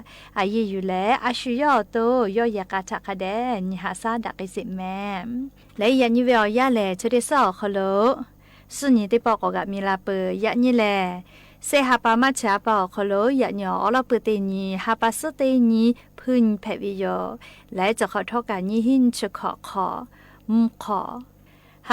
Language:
Lahu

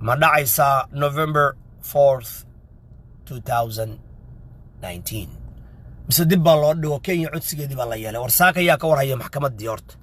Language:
Somali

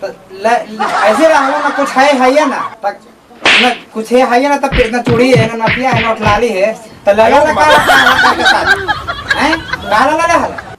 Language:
Magahi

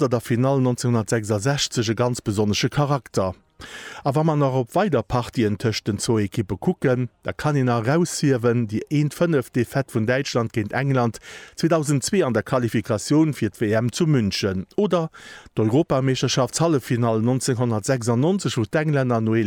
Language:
Luxembourgish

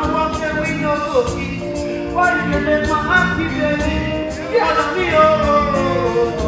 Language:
Nigerian Pidgin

